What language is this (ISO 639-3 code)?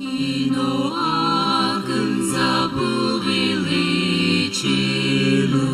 nsm